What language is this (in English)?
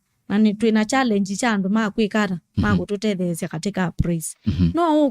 Kamba